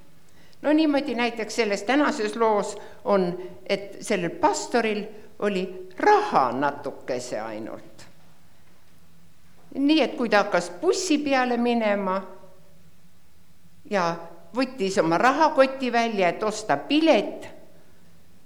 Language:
Estonian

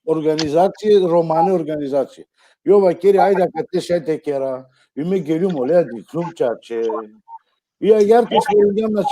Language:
Balkan Romani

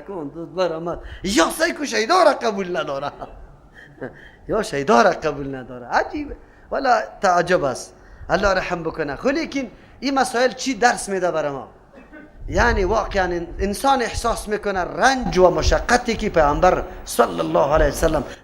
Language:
Persian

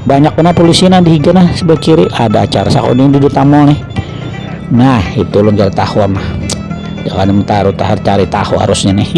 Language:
Banjar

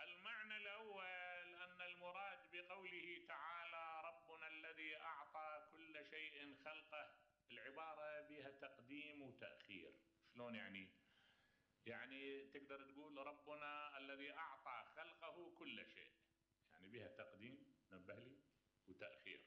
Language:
Mesopotamian Arabic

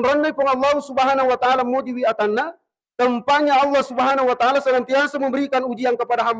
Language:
Buginese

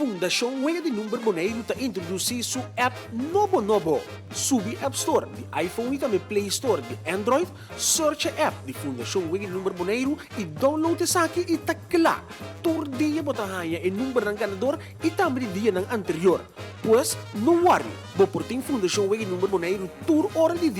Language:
Papiamento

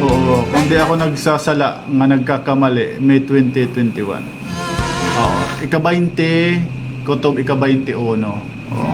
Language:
Waray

